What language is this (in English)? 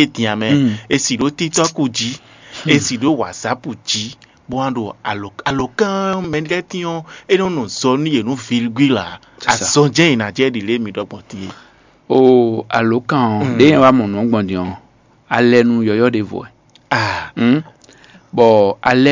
Fon